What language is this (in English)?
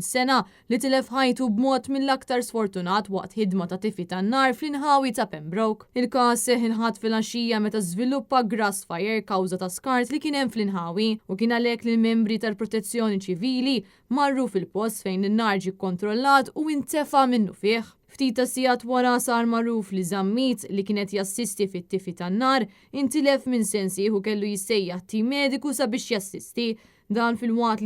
Maltese